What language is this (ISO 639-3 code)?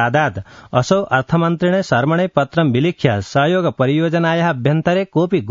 san